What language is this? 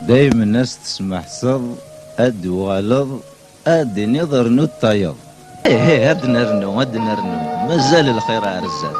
Kabyle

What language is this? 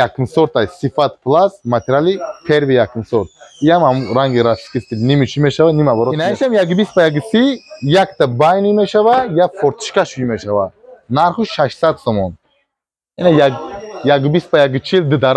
Tajik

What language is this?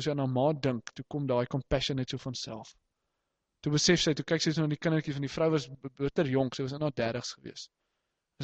Afrikaans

